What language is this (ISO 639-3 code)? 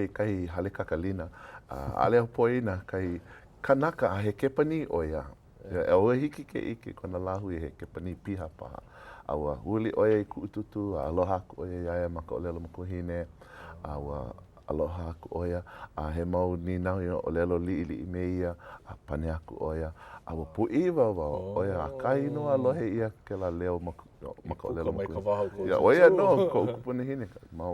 haw